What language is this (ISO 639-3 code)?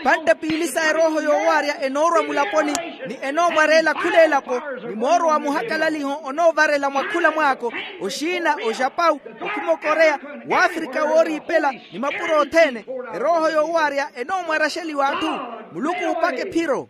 vmw